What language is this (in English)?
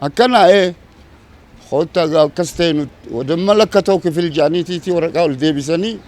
Oromo